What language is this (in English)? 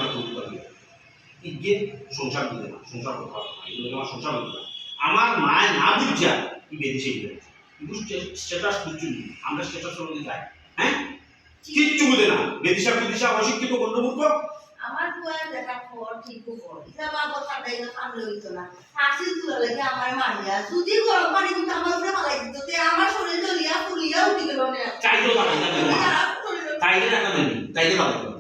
Sylheti